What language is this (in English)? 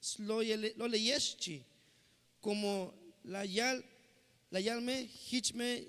Tzeltal